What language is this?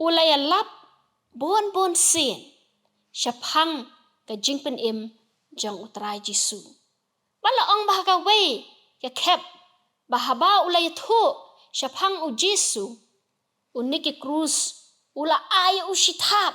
Khasi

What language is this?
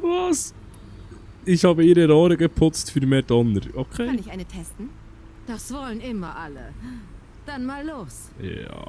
Swiss German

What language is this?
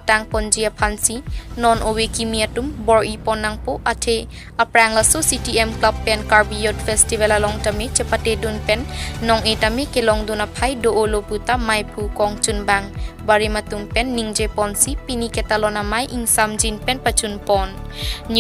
Karbi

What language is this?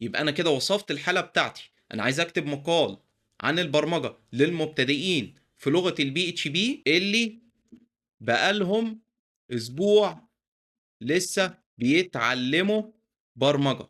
Egyptian Arabic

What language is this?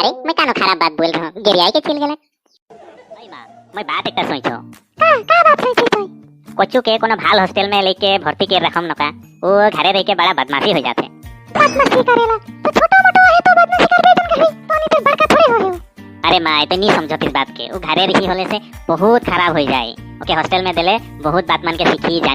Sadri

